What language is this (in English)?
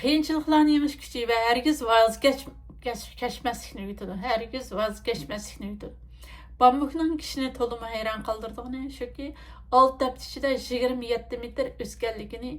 Uyghur